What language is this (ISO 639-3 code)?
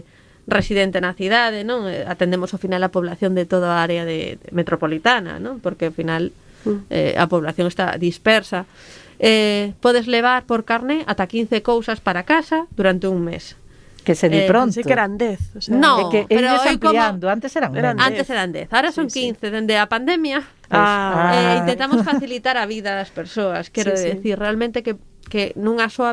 glg